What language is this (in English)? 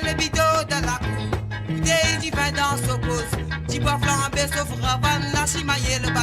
Morisyen